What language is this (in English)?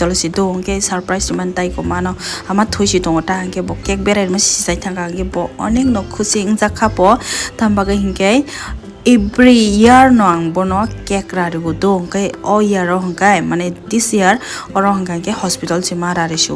Kok Borok